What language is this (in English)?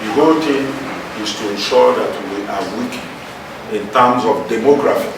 Igbo